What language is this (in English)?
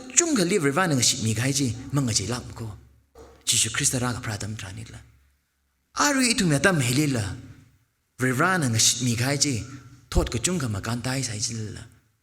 Tangkhul Naga (India)